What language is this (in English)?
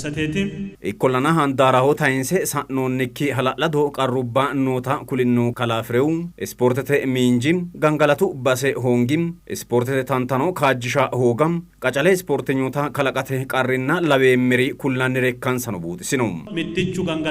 Sidamo